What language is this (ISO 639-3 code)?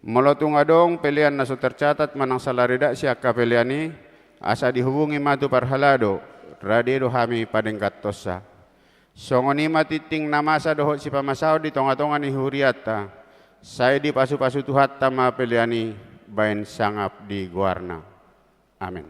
bbc